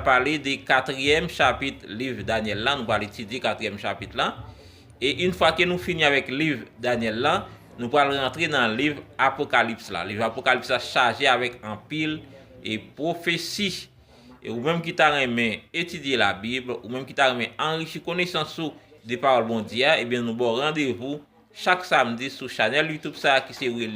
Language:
Haitian Creole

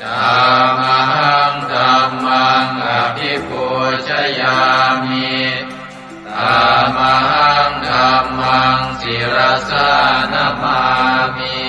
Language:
Pali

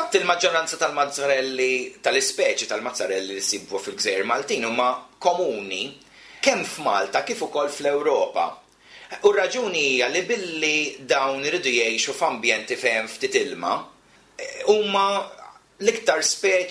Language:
Maltese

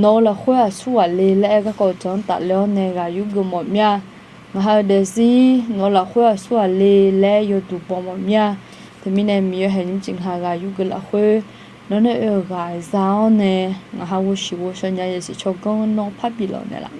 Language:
Akha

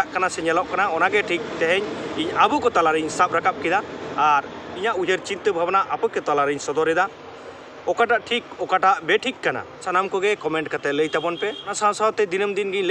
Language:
Santali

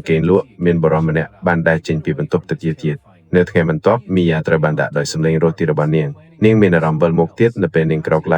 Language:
Khmer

